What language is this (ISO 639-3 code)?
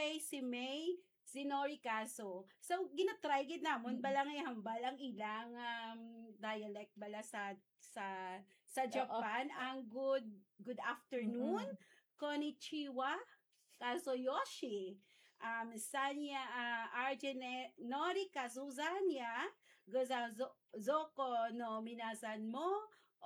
hil